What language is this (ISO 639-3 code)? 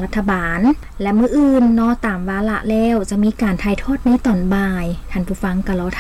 lao